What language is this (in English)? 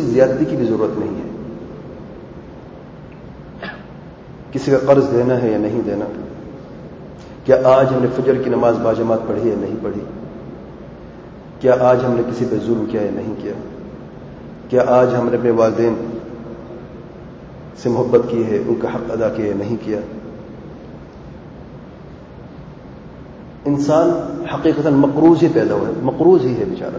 Urdu